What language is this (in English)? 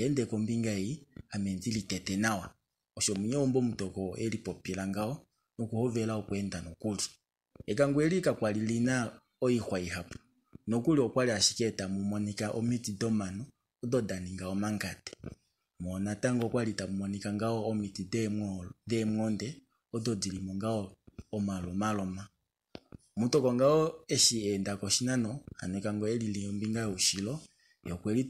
Kuanyama